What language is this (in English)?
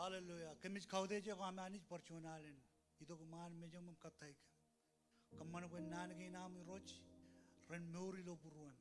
Marshallese